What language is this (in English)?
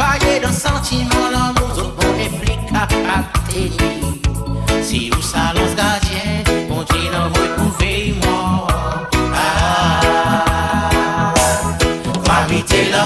Morisyen